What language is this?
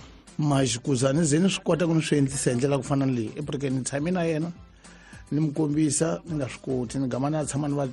Tsonga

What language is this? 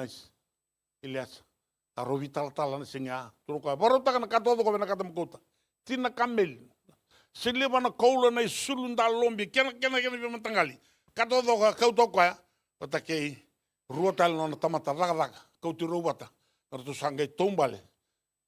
Fijian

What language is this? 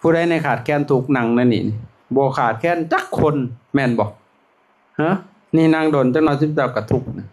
Lao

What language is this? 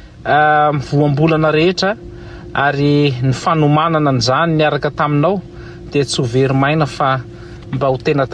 Malagasy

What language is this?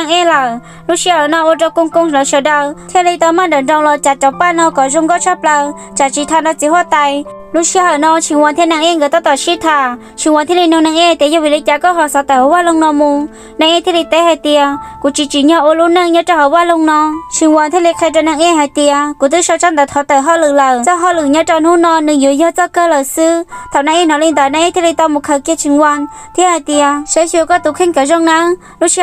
Hmong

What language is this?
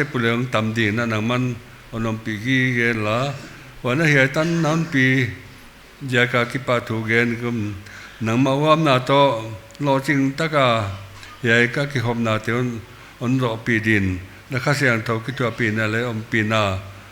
Paite Chin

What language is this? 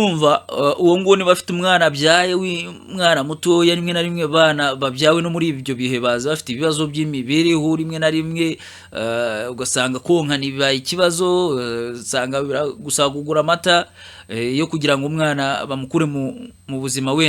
Kinyarwanda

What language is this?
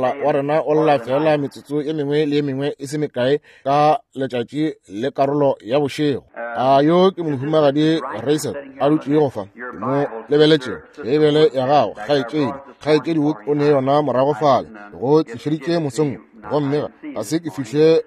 Northern Sotho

